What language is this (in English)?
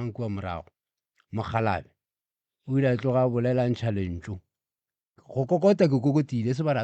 Northern Sotho